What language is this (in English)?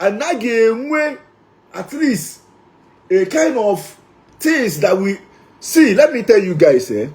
Igbo